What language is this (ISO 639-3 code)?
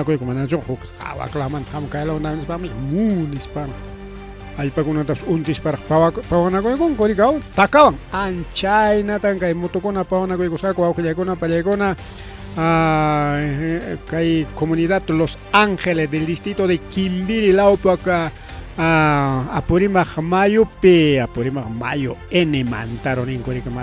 quy